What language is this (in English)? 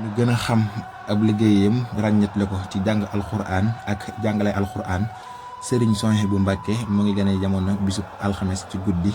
Wolof